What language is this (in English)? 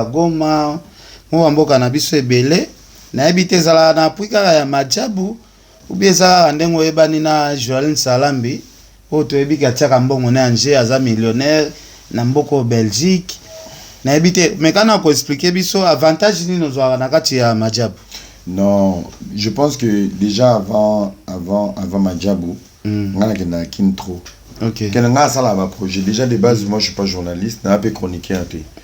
Lingala